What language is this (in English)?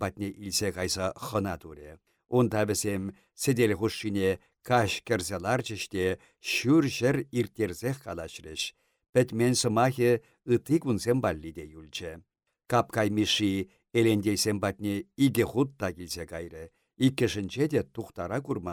Chuvash